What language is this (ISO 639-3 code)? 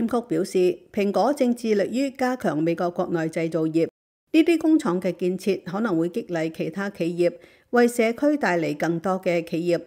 yue